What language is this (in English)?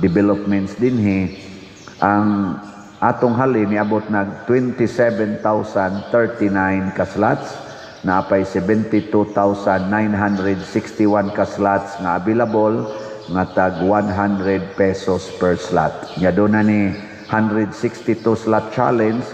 Cebuano